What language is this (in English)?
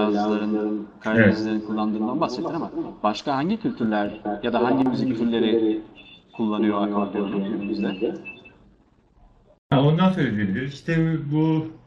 Turkish